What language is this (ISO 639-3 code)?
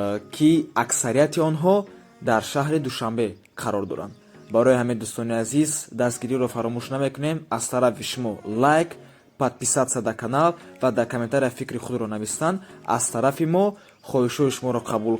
tgk